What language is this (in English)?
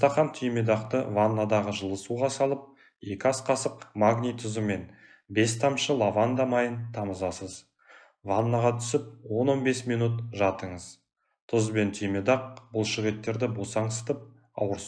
Kazakh